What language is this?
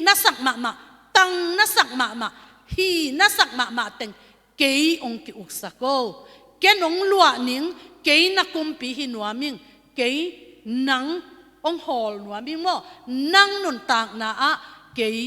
Tedim Chin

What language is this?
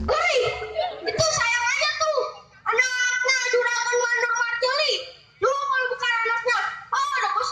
Betawi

